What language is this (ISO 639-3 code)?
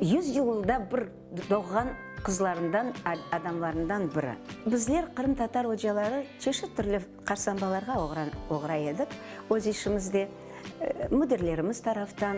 crh